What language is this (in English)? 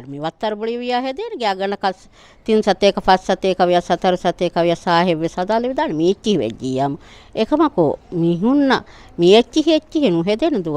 Divehi